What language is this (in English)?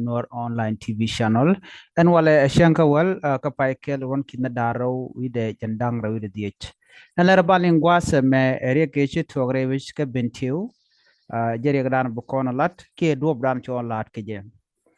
Nuer